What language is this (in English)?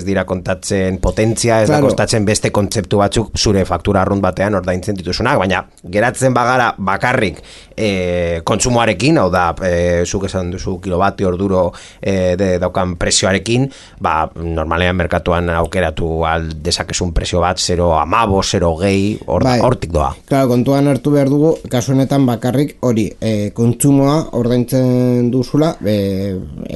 Basque